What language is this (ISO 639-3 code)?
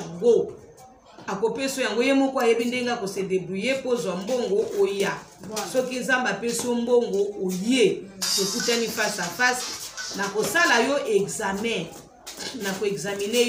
lin